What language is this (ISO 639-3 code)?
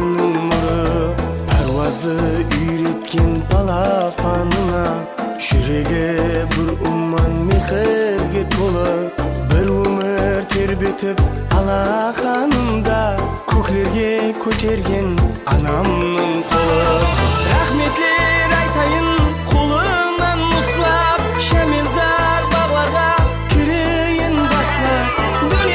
kaa